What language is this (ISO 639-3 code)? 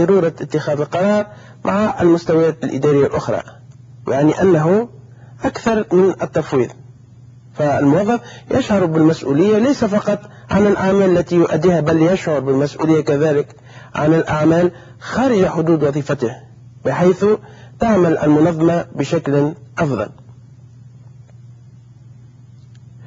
ara